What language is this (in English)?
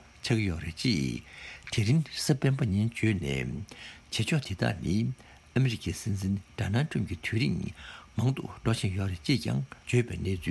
Tibetan